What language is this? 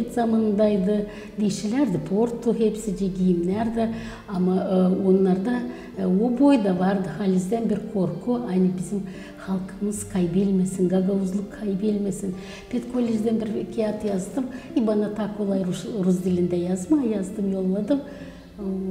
Gagauz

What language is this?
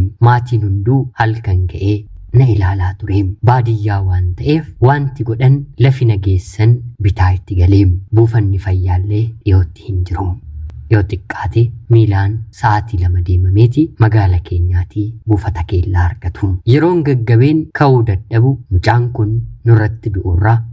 Oromo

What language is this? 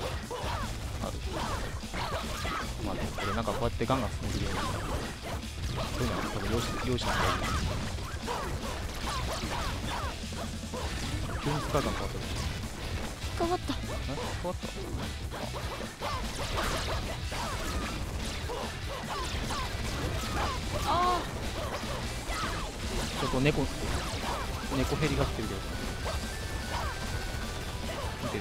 Japanese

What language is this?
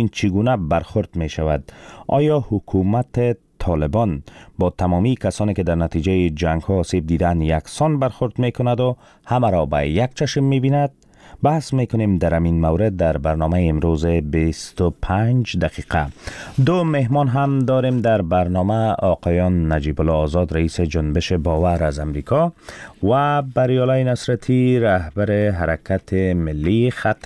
Persian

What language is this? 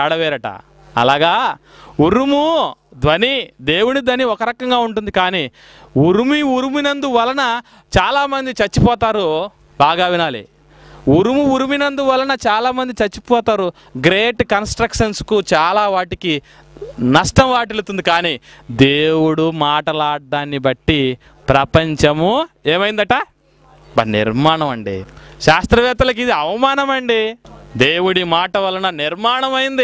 Telugu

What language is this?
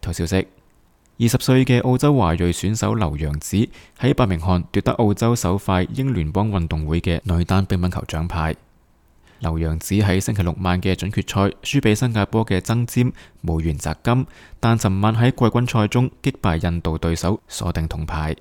Cantonese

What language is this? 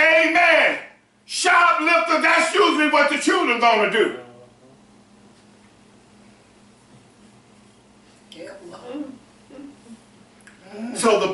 English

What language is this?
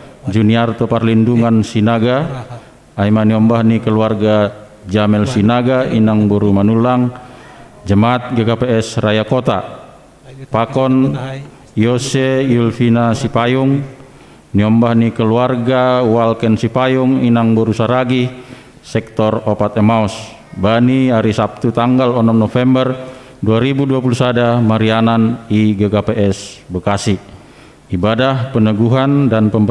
Batak Simalungun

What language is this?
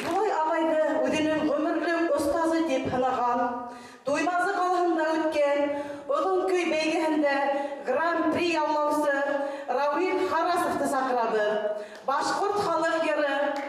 Bashkir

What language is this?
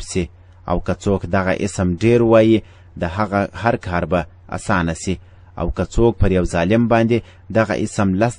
Pashto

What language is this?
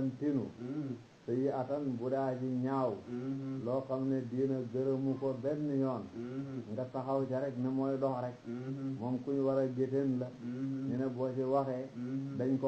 Wolof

